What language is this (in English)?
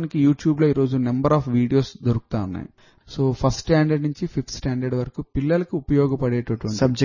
Telugu